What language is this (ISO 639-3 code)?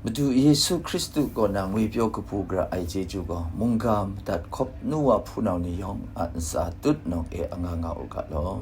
kac